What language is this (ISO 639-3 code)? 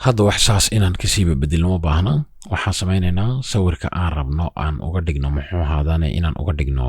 som